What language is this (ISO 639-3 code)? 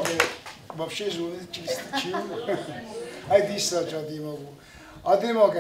oss